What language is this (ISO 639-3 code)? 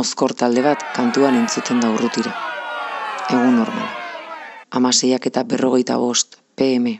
eus